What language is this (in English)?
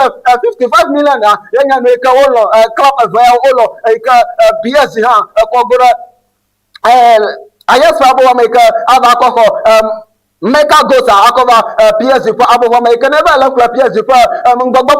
Ewe